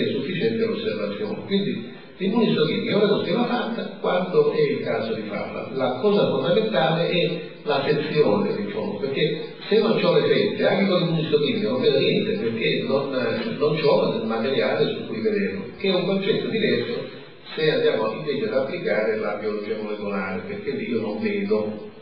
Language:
Italian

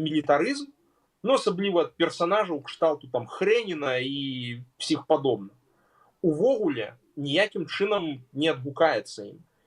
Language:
Belarusian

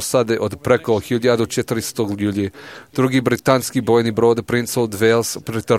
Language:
Serbian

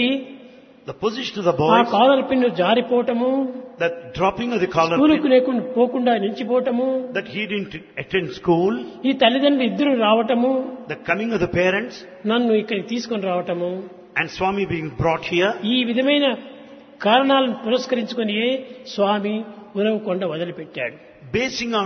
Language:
Telugu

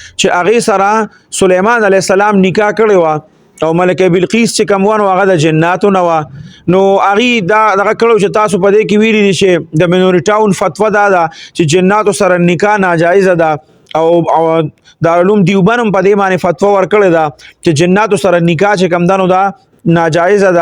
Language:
Pashto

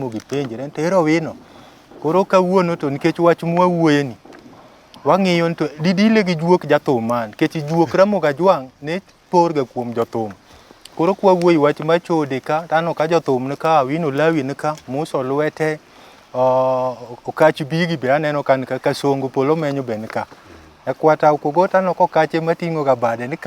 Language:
Luo (Kenya and Tanzania)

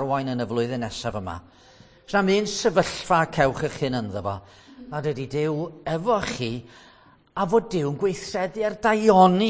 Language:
Welsh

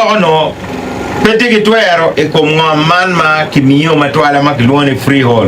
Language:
Acoli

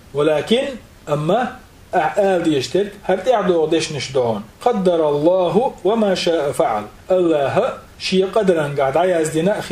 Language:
Chechen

